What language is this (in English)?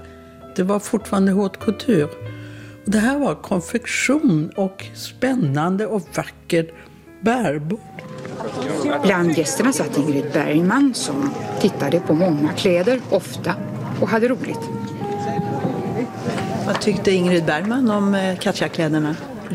Swedish